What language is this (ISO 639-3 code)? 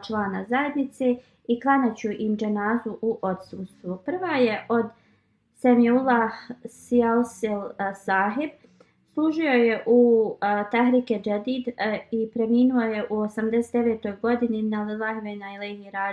bos